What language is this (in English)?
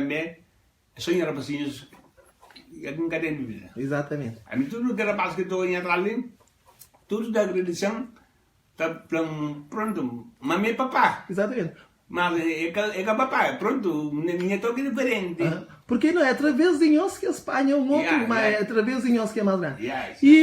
Kabuverdianu